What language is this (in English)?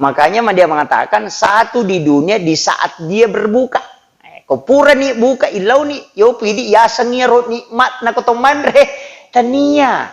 Buginese